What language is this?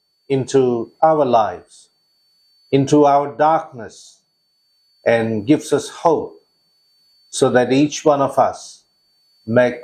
Gilbertese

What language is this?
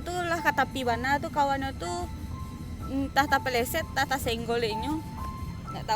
Minangkabau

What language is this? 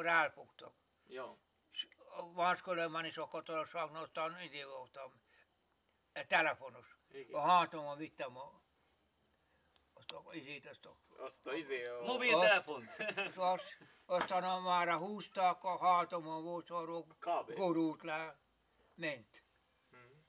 Hungarian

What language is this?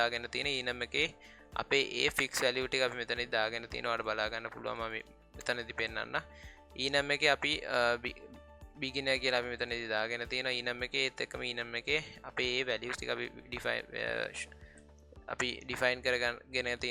Sinhala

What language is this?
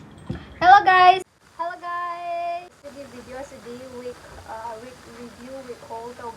Manipuri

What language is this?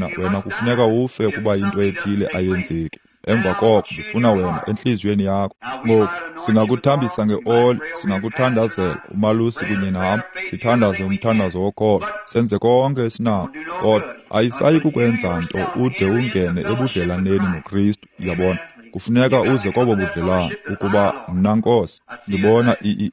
Xhosa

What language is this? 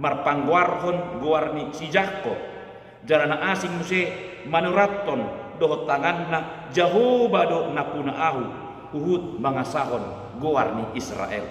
Batak Toba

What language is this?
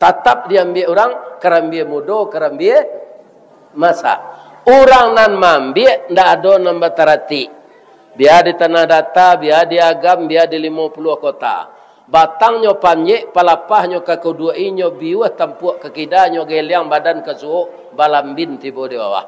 Minangkabau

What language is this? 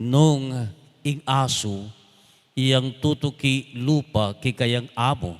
Pampanga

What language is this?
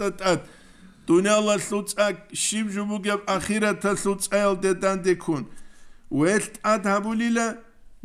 Avaric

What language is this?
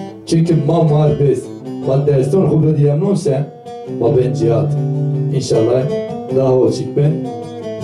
Zaza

